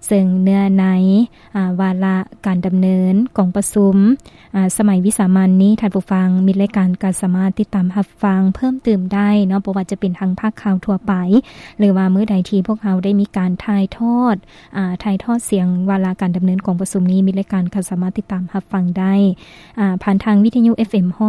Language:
Lao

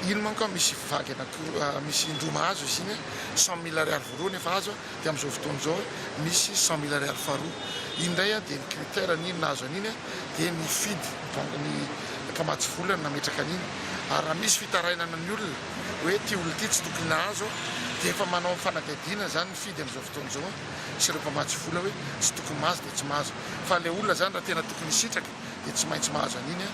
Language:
Malagasy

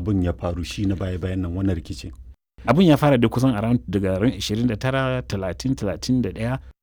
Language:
Hausa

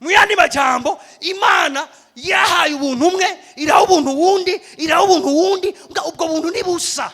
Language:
Rundi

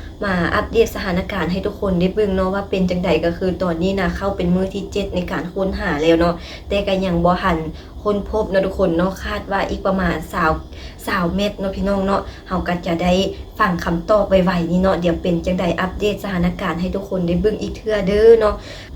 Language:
Lao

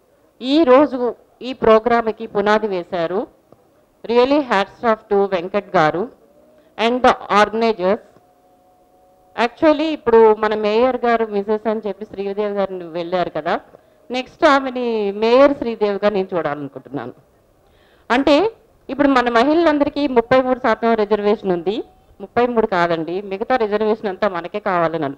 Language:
Telugu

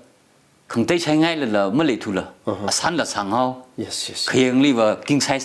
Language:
Tangkhul Naga (India)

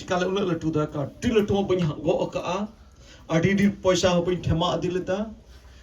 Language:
Santali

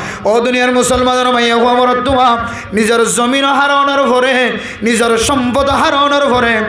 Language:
Rohingya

